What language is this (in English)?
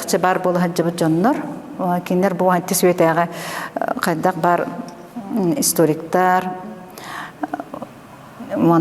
Yakut